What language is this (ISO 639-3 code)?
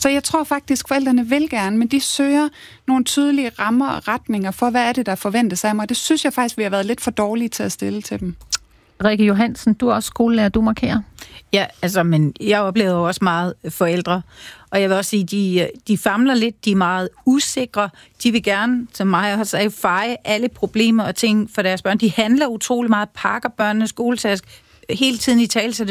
dan